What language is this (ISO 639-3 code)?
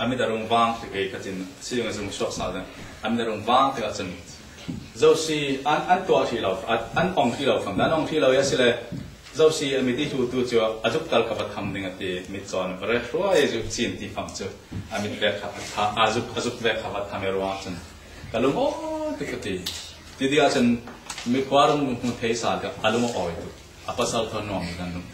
cfm